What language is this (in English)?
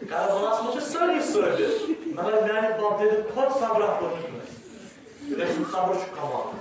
Kashmiri